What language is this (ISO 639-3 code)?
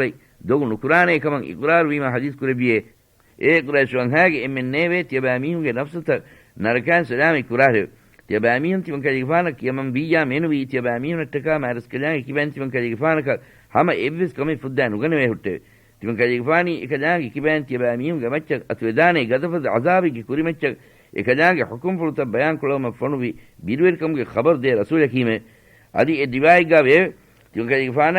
div